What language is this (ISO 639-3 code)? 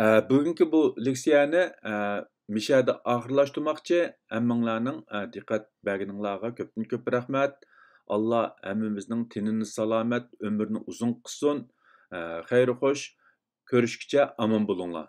uig